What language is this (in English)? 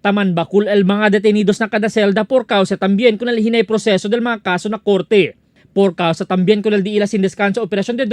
Chavacano